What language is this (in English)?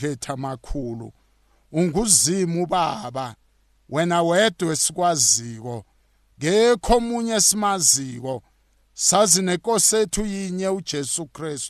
South Ndebele